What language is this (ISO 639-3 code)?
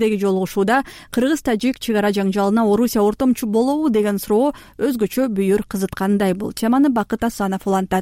kir